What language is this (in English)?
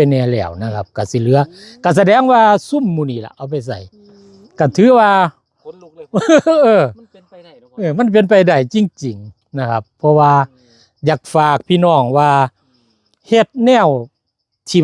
Northeastern Thai